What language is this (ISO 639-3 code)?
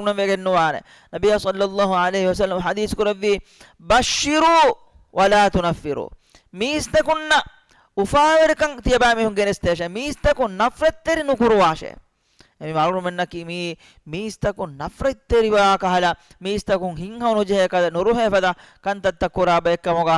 div